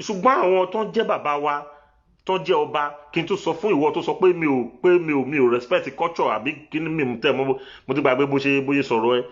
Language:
Yoruba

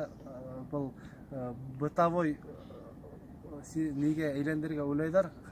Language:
Bashkir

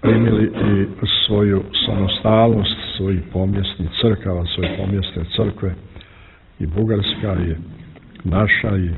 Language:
Serbian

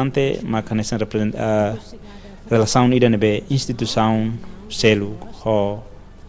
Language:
Tetum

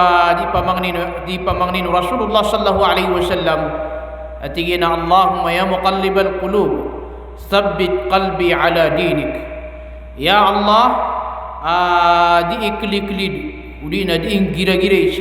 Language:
Maranao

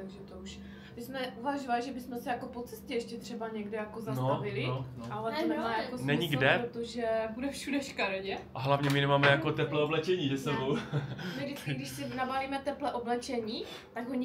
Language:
Czech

